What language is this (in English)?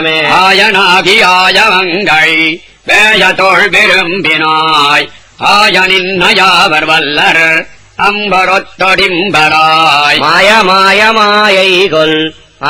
Tamil